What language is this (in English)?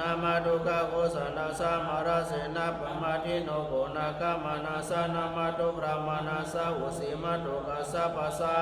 Pali